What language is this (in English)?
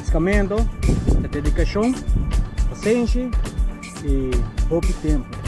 Papiamento